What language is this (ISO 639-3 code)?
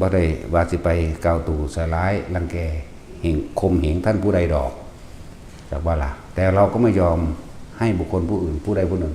tts